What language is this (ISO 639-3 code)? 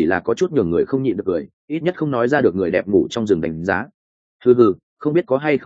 vie